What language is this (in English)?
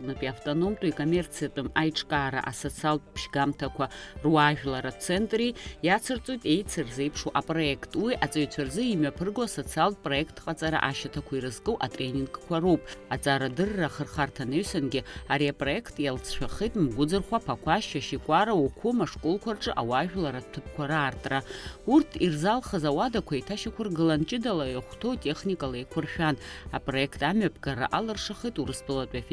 Abkhazian